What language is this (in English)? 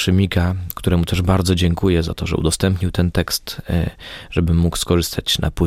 Polish